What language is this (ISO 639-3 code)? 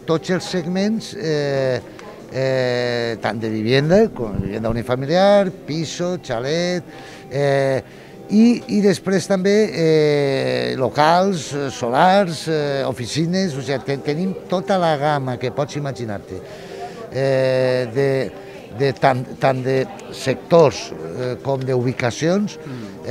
cat